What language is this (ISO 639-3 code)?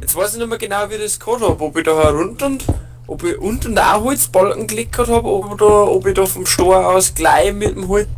bar